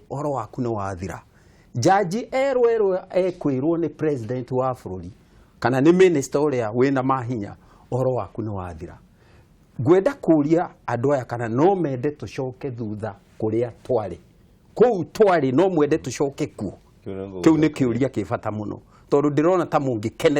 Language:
Kikuyu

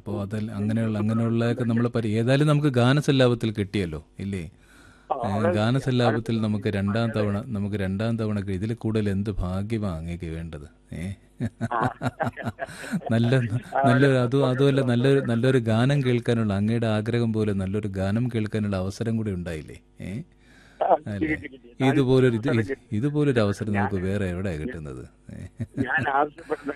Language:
Malayalam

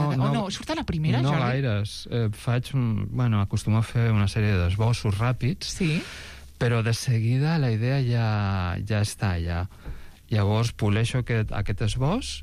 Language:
Catalan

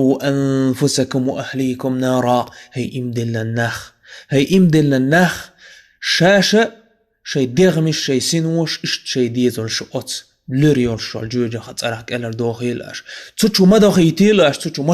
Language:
Chechen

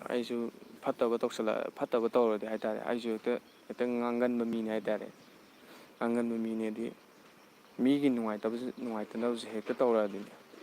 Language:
Manipuri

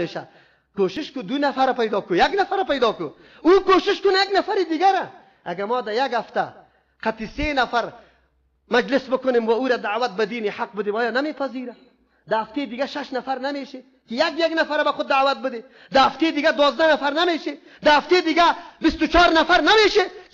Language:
Persian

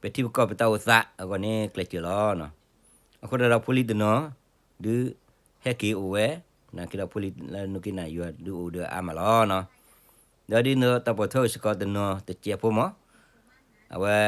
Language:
S'gaw Karen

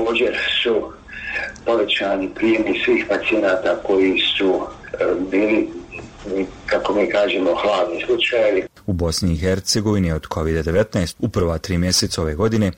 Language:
Bosnian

